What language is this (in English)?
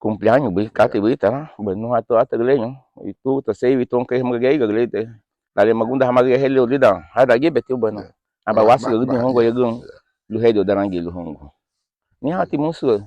Garifuna